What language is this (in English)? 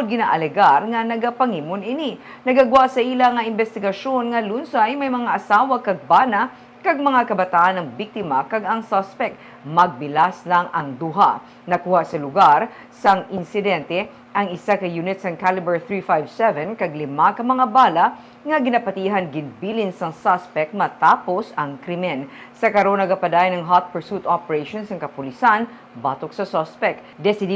Hiligaynon